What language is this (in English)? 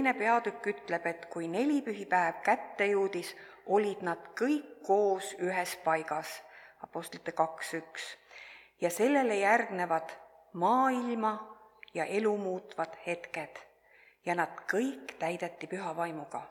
Estonian